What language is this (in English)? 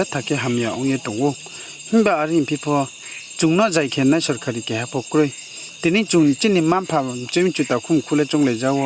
Riang (India)